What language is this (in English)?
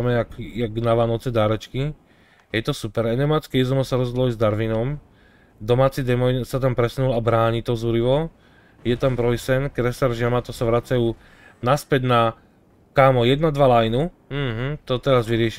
Slovak